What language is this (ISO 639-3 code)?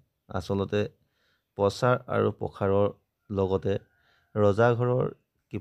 asm